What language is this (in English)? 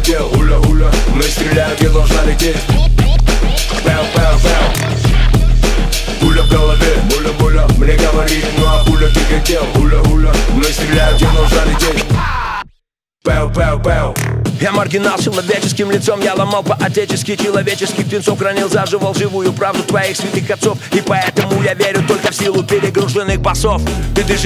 Russian